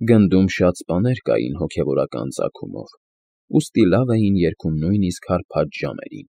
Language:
Armenian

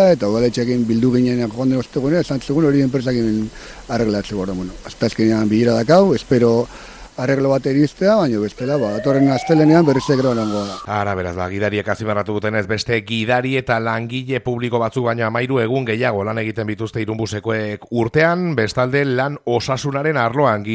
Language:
Basque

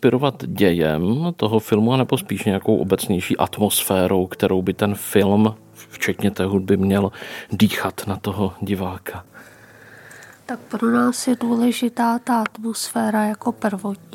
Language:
Czech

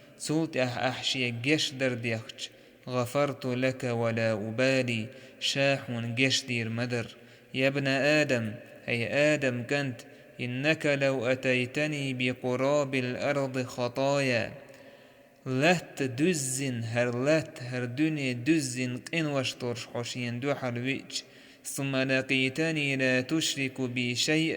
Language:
Chechen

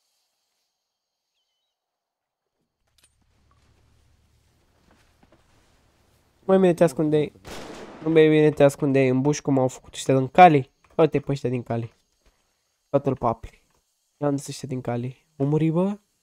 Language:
Romanian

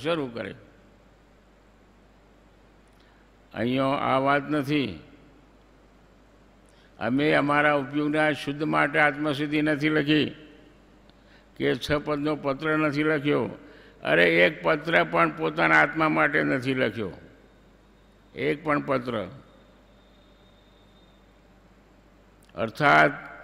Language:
Gujarati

